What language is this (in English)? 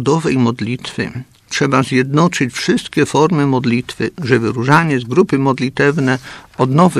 Polish